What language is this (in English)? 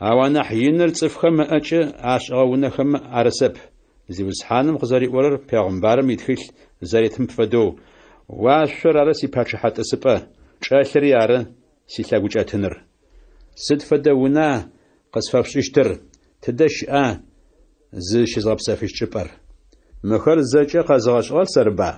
Adyghe